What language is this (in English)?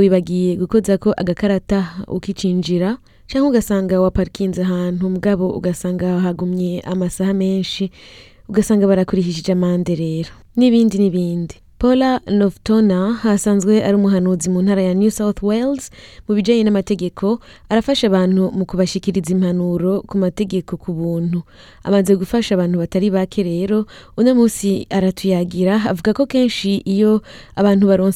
Rundi